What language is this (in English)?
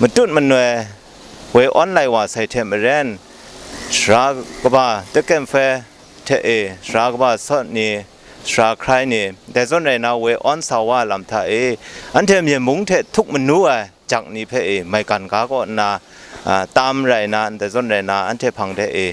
Kachin